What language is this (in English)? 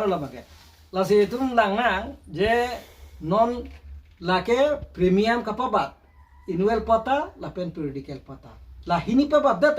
Karbi